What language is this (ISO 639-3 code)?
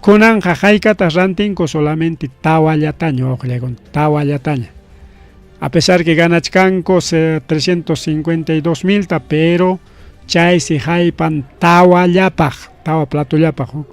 quy